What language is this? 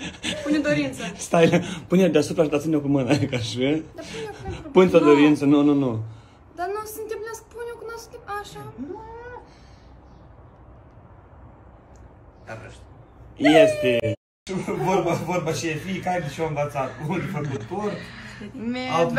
Romanian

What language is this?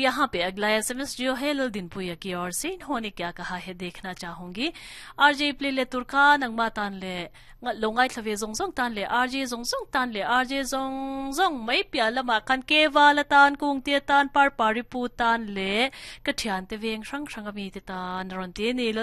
Mizo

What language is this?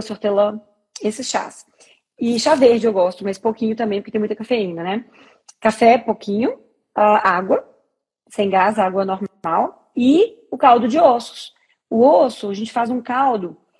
Portuguese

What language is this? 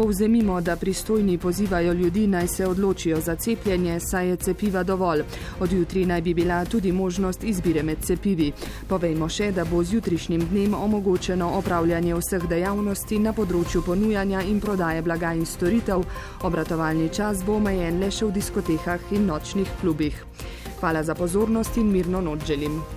Slovenian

